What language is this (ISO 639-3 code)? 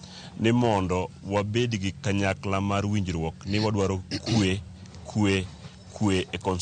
luo